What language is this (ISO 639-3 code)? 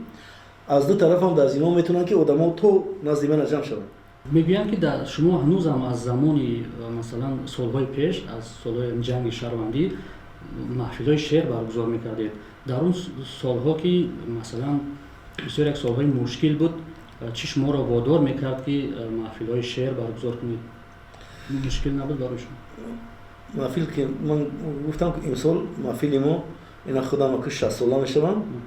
tgk